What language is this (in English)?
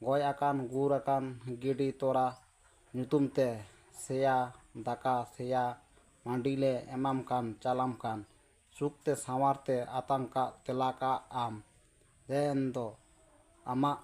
Santali